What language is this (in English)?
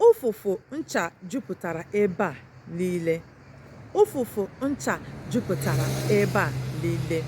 Igbo